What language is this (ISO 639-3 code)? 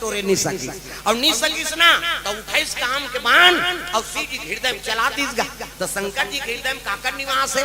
hne